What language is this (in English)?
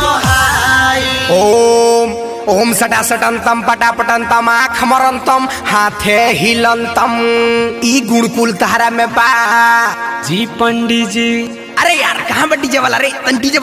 Bhojpuri